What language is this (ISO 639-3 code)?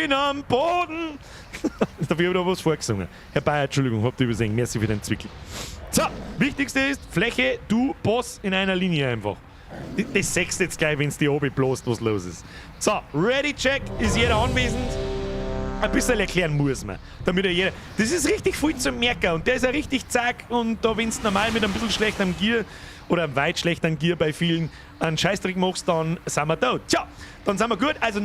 bar